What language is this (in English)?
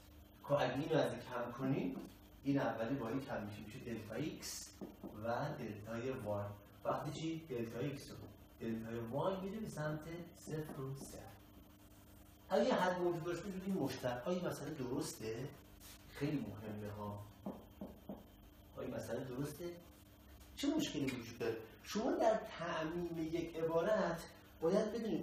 Persian